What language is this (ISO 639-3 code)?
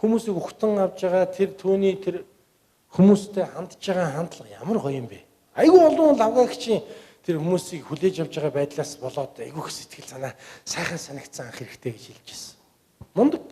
mon